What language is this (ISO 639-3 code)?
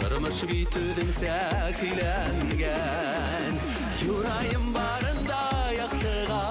bak